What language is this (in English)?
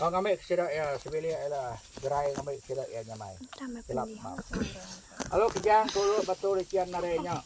Iban